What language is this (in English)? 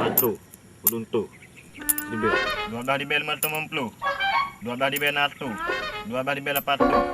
Achinese